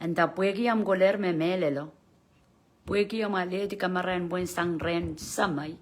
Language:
Pohnpeian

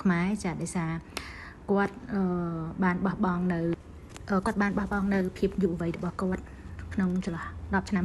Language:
Khmer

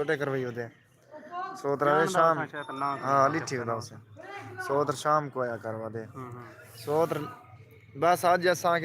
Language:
Saraiki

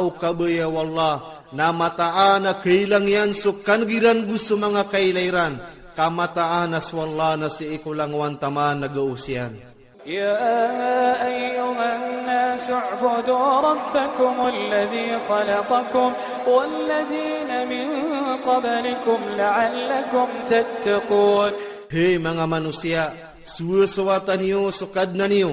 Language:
Iranun (Philippines)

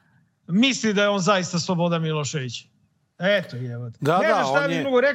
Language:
Serbian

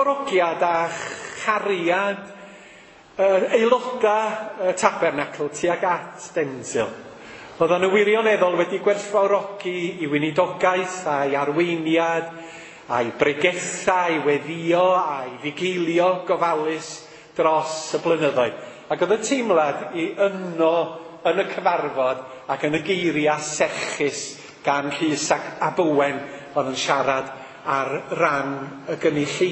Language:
Welsh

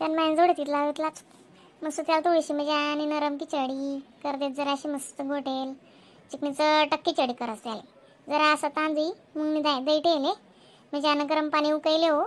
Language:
Khandesi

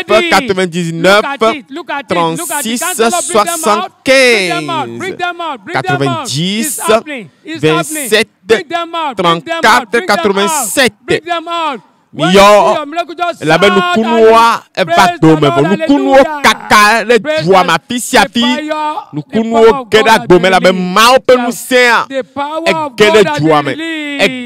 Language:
Ewe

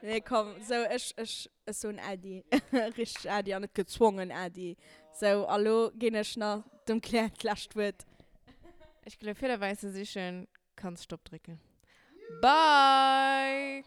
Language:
Luxembourgish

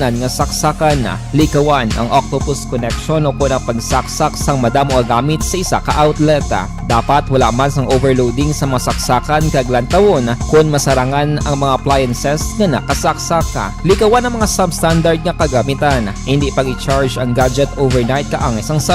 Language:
Hiligaynon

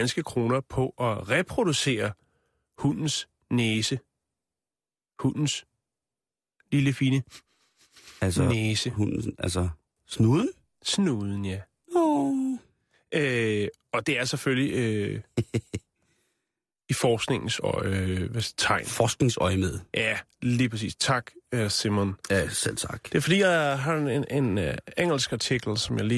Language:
Danish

